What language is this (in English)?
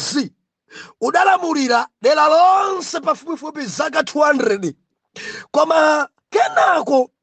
Nyanja